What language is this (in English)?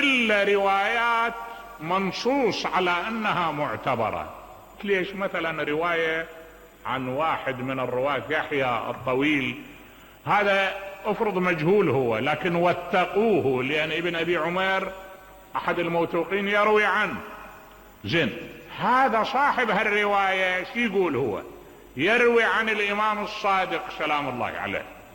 Mesopotamian Arabic